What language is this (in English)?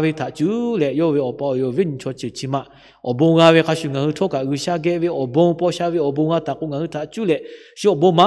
Lahu